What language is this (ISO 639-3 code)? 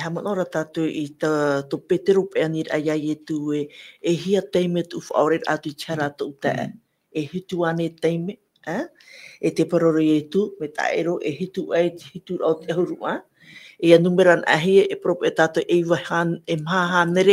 tah